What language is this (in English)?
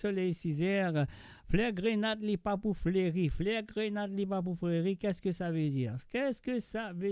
Morisyen